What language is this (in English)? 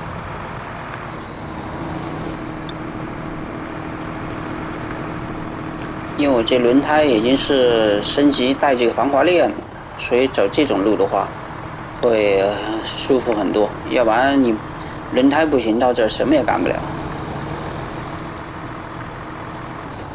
Chinese